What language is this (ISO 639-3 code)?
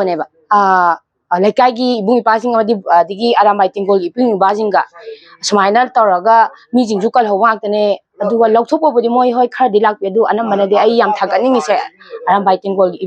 mni